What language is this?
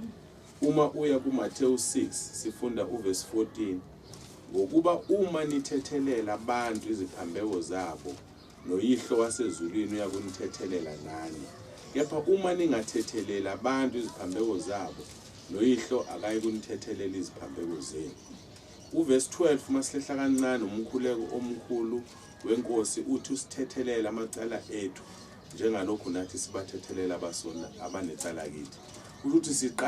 Zulu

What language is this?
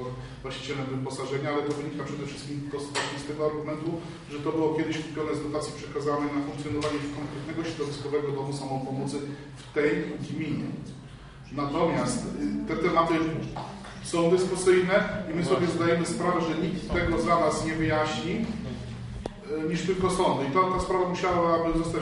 Polish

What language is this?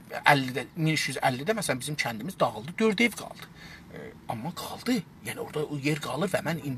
South Azerbaijani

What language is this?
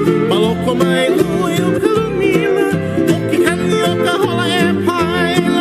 Hawaiian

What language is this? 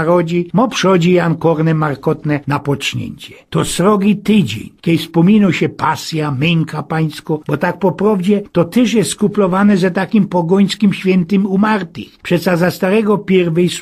Silesian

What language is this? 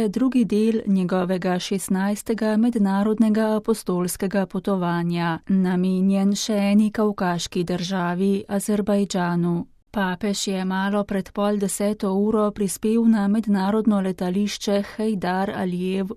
Slovenian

